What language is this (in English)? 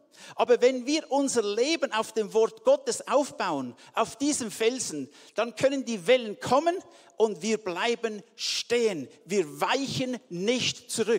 Swiss German